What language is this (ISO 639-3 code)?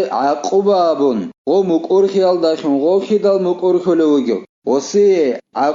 ava